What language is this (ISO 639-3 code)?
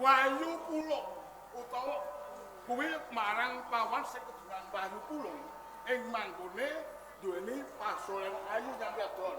jav